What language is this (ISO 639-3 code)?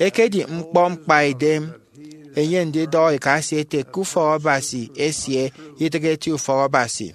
efi